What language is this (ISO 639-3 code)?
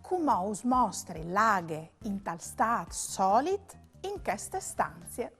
fur